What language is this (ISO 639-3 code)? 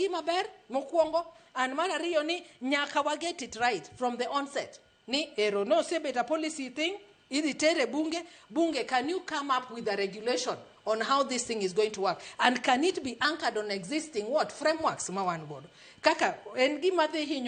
luo